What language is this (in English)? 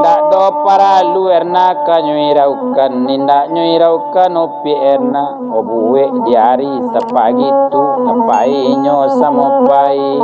Minangkabau